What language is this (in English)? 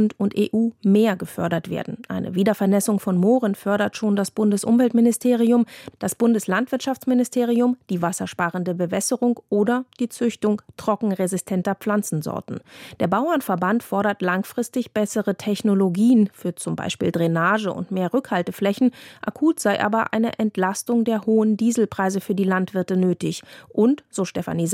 German